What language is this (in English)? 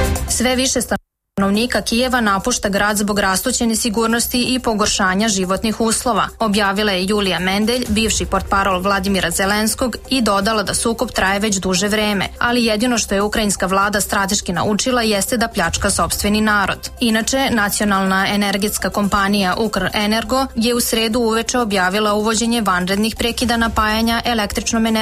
Serbian